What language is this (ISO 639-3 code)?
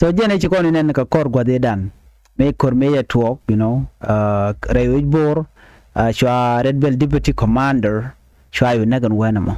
nus